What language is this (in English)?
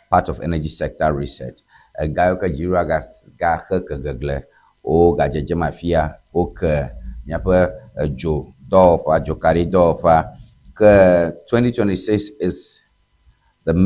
Ewe